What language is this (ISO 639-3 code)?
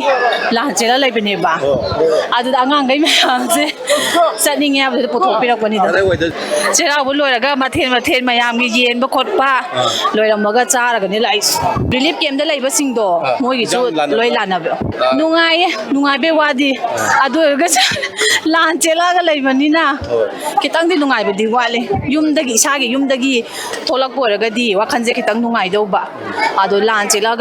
mni